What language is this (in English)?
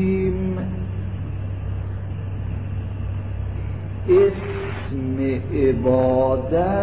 Persian